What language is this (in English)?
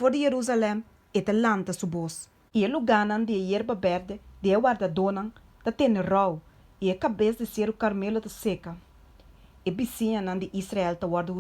Papiamento